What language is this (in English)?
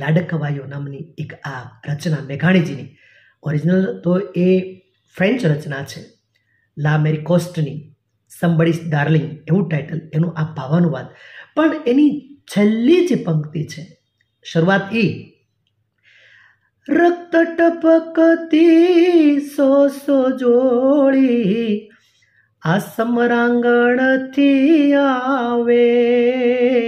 Gujarati